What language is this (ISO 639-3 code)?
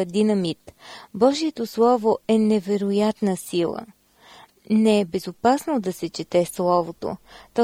bul